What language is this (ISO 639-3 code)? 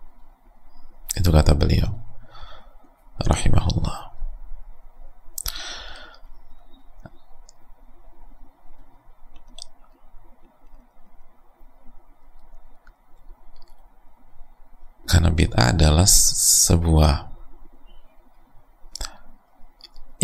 ind